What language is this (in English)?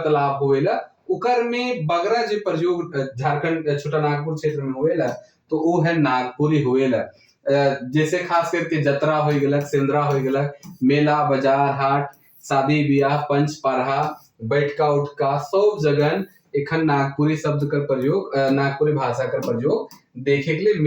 Sadri